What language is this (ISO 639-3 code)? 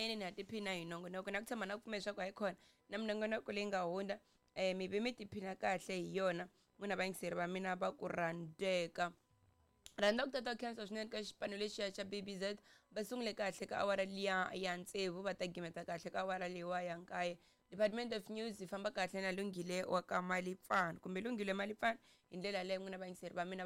tso